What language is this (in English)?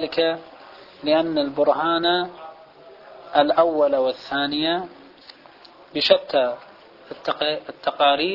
Arabic